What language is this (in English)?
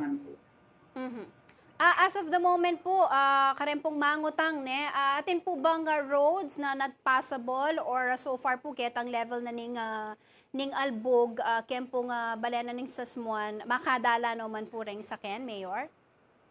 Pampanga